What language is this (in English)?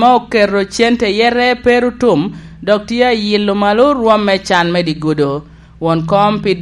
Lango (Uganda)